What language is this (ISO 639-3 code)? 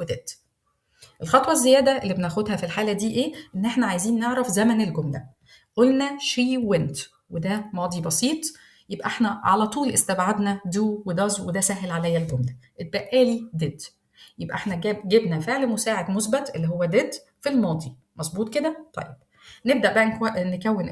arz